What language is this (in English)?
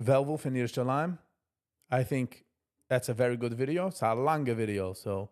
Yiddish